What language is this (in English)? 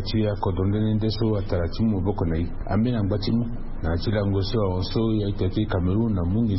Sango